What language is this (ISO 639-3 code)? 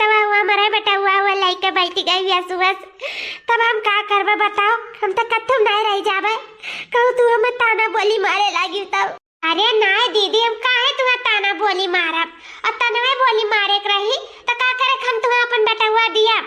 awa